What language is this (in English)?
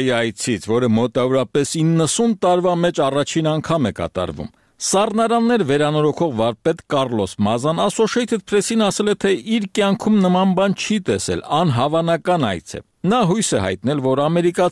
Armenian